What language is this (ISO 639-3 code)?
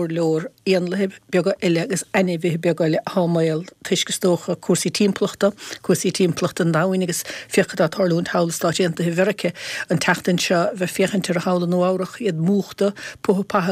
gle